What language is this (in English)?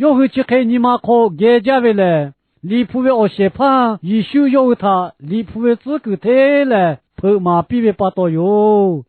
Lahu